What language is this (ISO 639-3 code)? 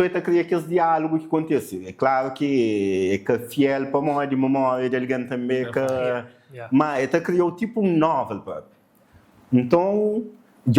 kea